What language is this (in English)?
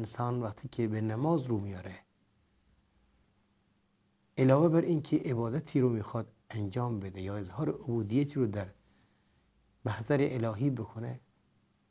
Persian